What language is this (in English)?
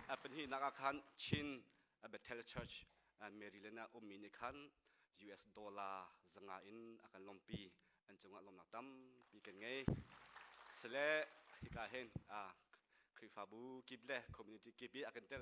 Hakha Chin